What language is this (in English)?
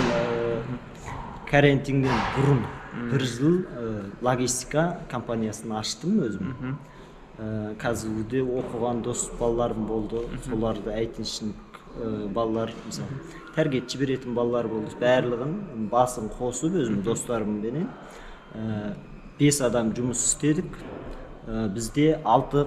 Kazakh